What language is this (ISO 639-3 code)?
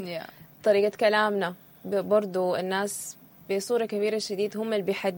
apd